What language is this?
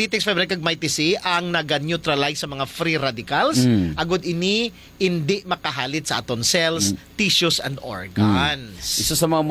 Hiligaynon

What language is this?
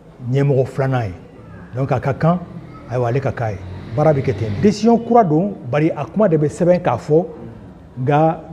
Bambara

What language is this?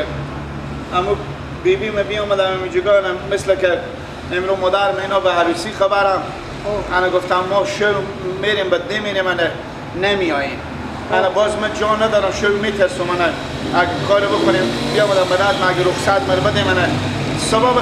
Persian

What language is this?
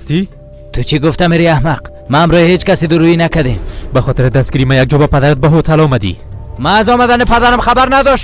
Persian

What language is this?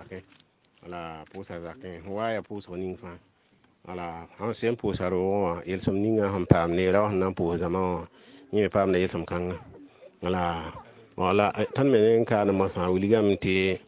Mossi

